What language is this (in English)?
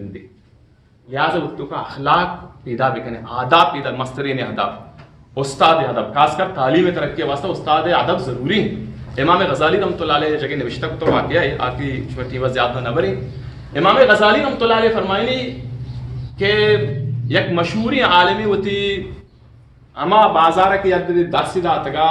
Eastern Balochi